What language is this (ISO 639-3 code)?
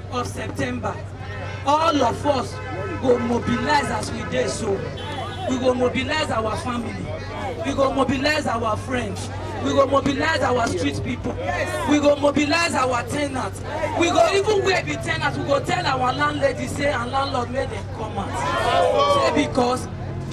pcm